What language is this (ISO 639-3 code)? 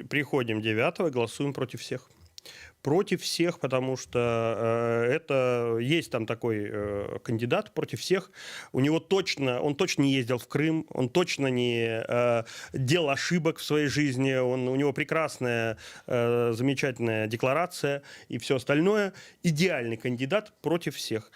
bel